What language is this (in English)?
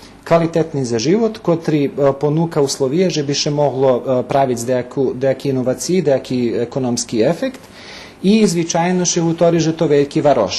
Rusyn